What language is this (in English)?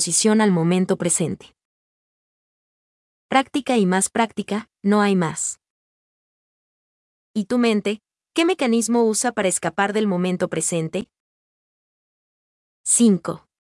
Spanish